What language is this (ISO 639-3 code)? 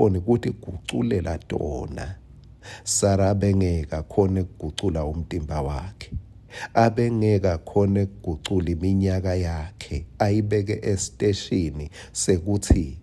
ssw